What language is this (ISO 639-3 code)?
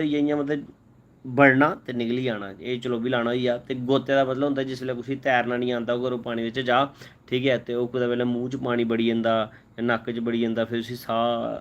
doi